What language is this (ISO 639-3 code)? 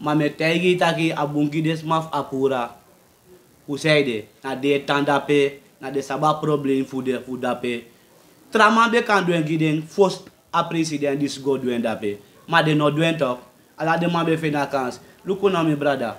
srn